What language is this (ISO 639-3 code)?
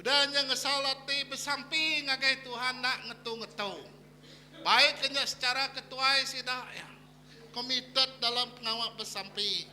iba